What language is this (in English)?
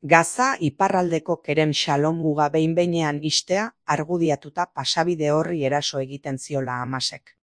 Basque